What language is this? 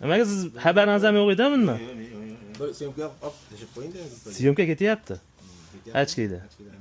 Uzbek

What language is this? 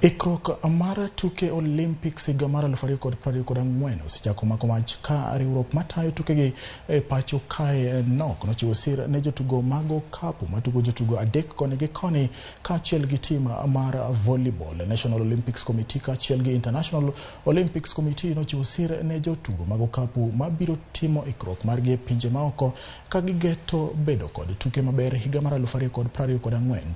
Luo (Kenya and Tanzania)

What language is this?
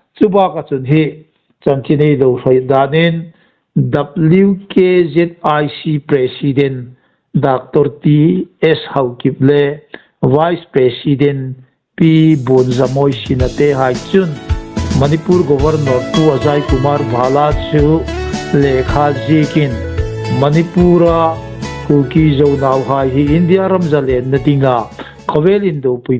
Hmar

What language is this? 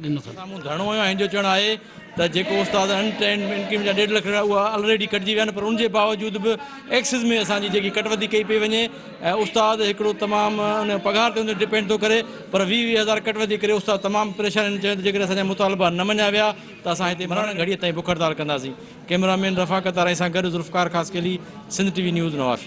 Sindhi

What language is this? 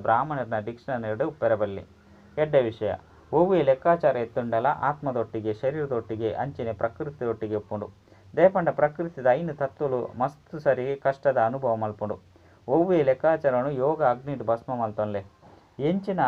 Tulu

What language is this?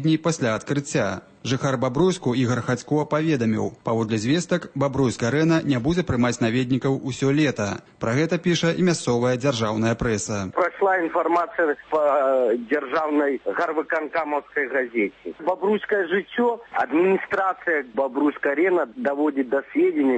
Belarusian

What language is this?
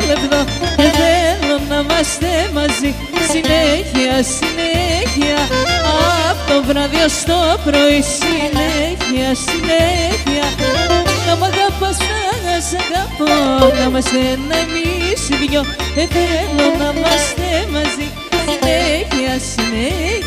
Greek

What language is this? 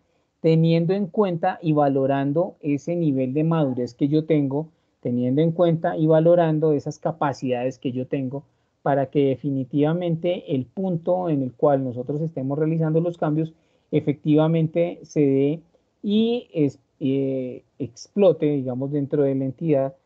Spanish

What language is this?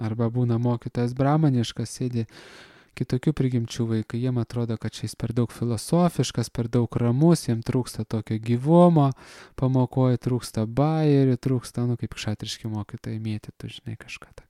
Lithuanian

